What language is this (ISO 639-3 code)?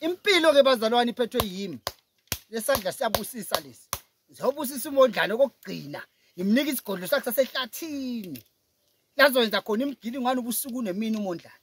zul